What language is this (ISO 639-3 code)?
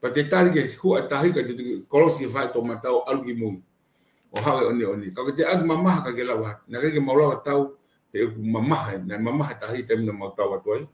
ton